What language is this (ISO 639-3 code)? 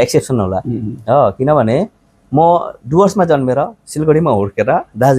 nep